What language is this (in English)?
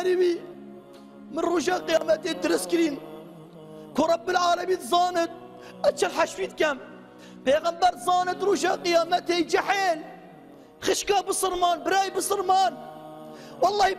Kurdish